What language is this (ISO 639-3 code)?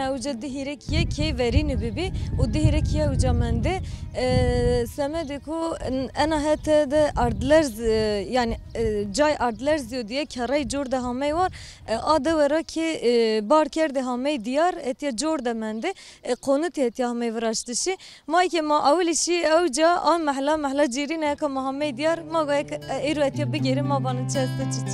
zza